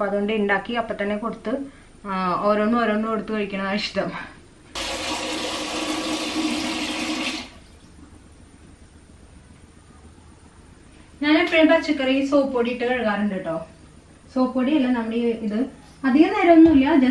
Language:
Malayalam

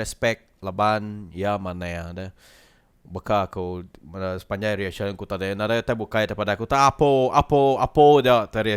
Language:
Iban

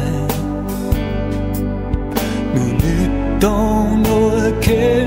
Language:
Danish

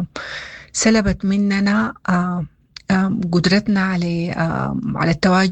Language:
Sudanese Arabic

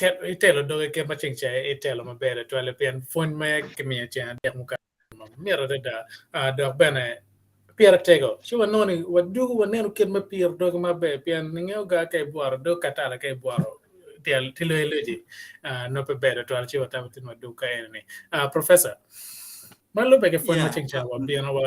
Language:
Acoli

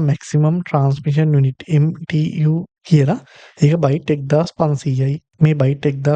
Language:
Sinhala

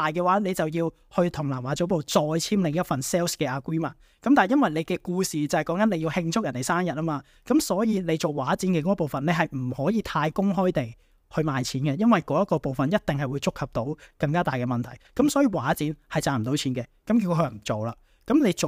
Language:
Cantonese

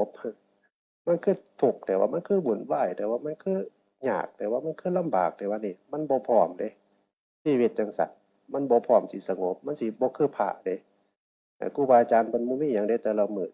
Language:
Northeastern Thai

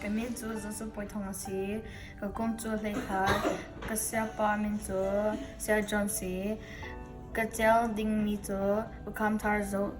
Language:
Hakha Chin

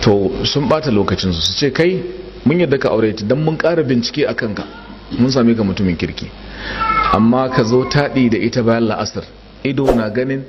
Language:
Hausa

